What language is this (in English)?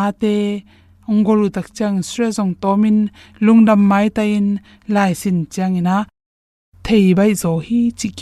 Tedim Chin